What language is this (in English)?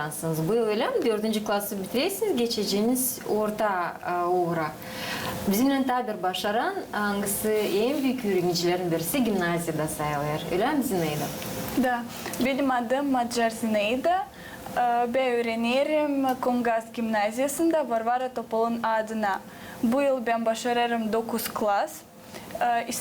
Gagauz